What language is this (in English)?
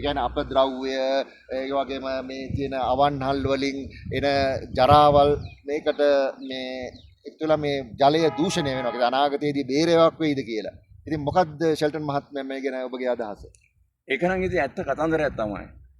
Sinhala